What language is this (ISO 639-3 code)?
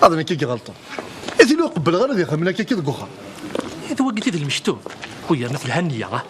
kab